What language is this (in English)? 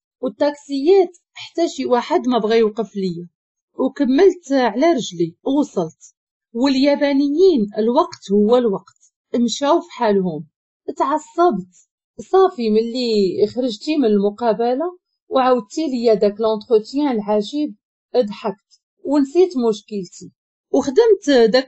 Moroccan Arabic